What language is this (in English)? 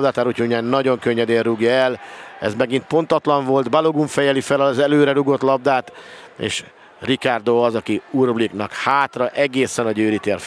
Hungarian